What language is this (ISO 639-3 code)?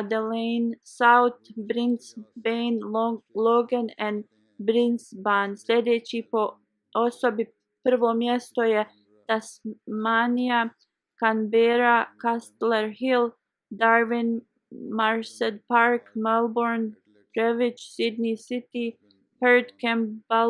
bos